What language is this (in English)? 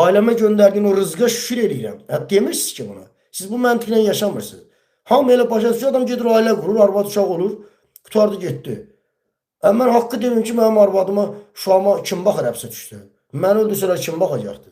Azerbaijani